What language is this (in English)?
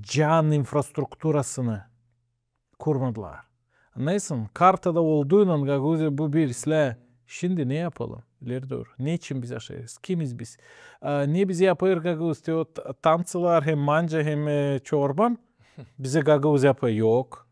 Gagauz